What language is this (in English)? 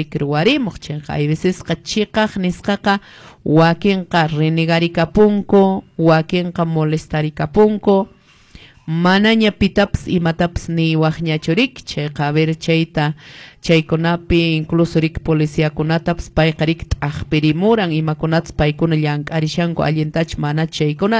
Quechua